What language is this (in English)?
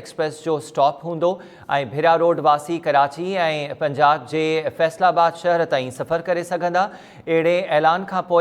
Sindhi